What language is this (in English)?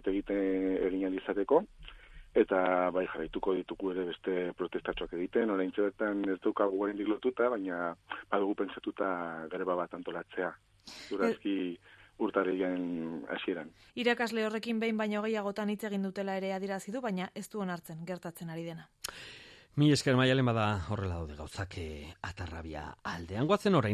Basque